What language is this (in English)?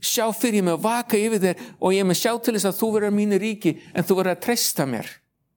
Icelandic